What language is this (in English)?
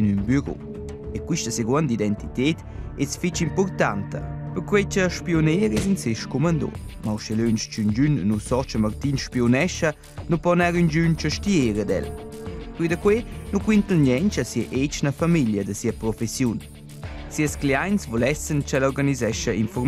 Romansh